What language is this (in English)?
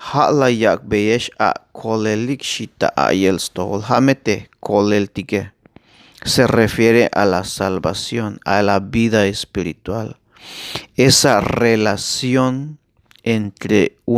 Tzeltal